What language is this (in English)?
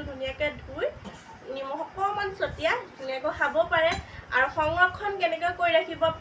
Assamese